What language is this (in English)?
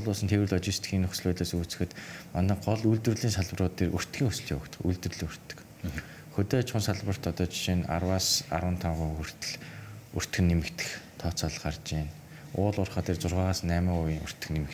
Mongolian